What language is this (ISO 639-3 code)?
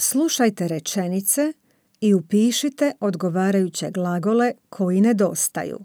srp